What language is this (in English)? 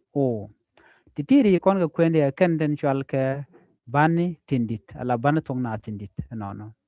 Nuer